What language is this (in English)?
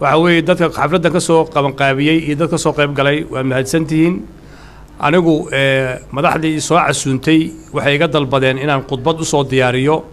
Somali